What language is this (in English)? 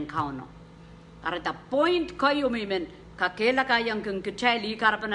Pohnpeian